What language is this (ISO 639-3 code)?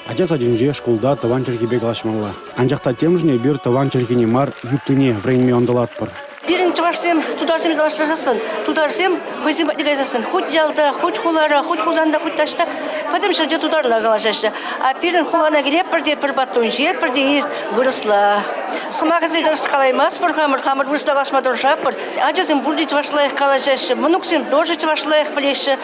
chv